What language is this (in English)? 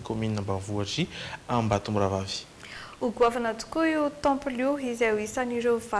Malagasy